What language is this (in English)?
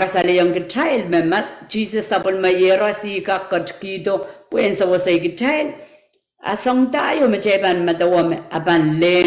Pohnpeian